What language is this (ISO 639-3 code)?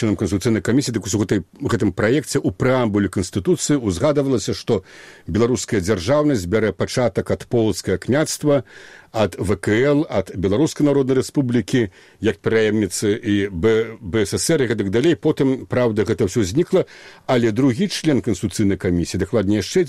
bel